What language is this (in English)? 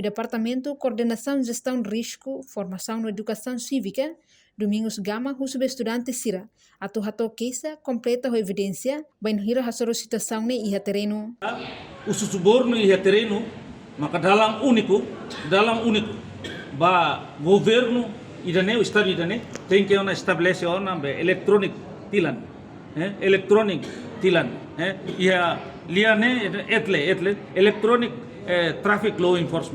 Tetum